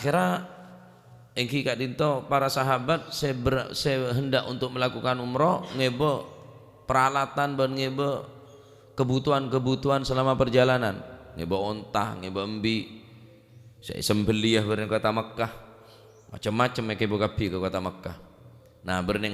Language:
Madurese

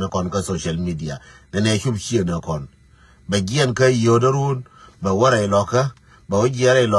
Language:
Nuer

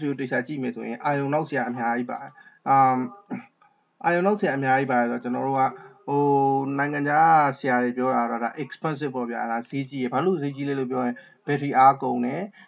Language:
Burmese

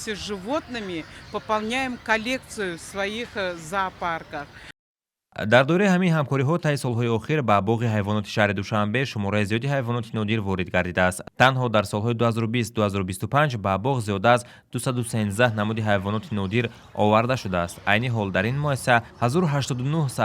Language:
Tajik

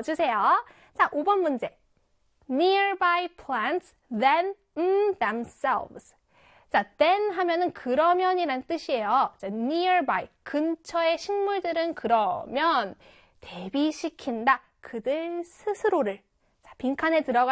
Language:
Korean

